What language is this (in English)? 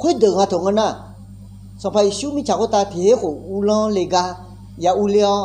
Akha